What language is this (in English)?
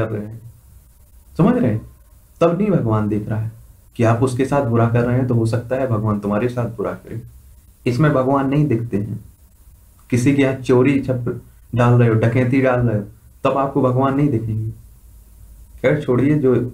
Hindi